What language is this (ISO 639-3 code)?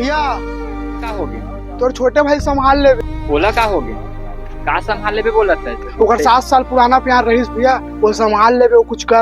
hne